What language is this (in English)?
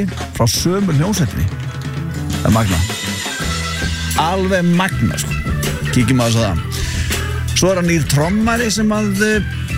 Icelandic